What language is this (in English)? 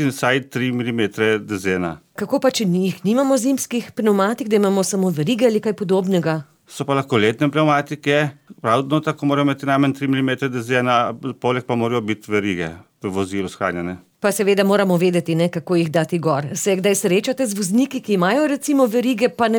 Slovenian